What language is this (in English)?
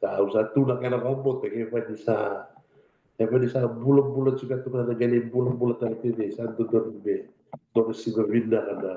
Fijian